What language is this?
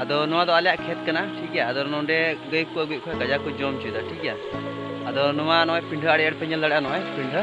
Santali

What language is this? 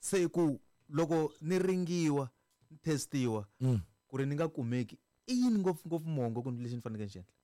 Tsonga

